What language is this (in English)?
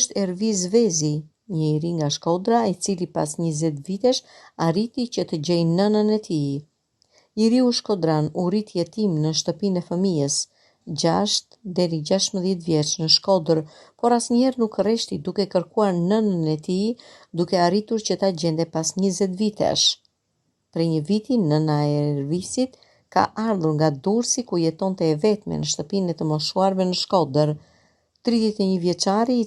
Albanian